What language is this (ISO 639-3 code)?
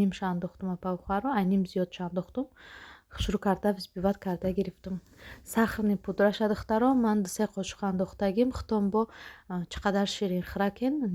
tgk